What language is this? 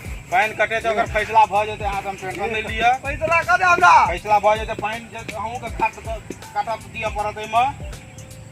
Maithili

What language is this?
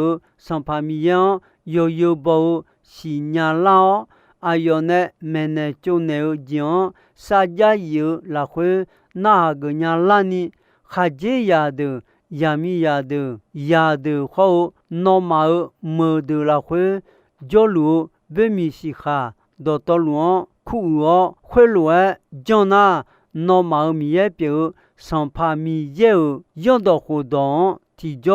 Akha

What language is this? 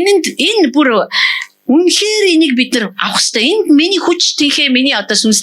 Mongolian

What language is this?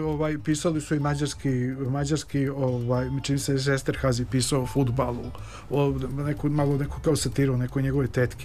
Serbian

